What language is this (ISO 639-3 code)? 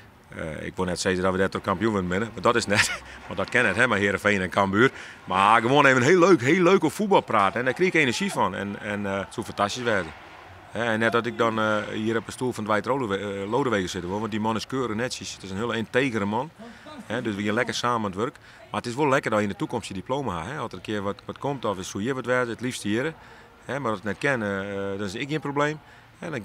fry